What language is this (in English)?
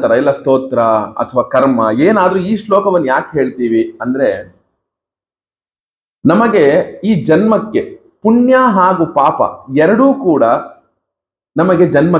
Kannada